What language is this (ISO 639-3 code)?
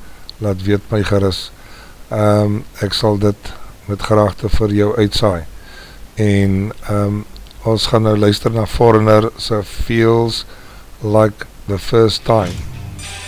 afr